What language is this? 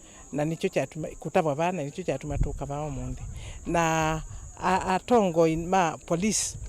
Kamba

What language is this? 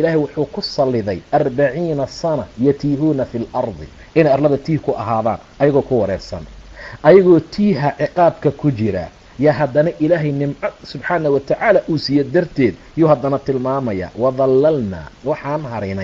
Somali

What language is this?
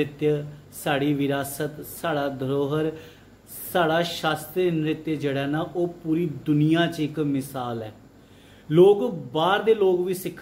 Dogri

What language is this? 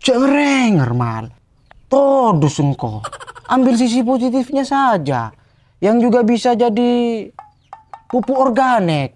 Madurese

